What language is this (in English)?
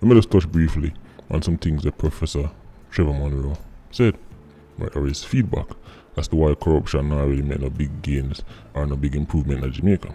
Jamaican Creole English